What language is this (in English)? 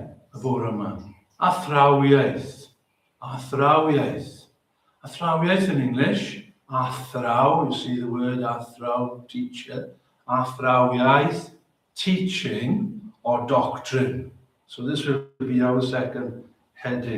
Welsh